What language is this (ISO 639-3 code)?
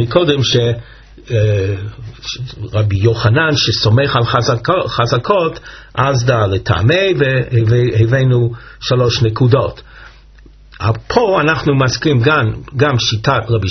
heb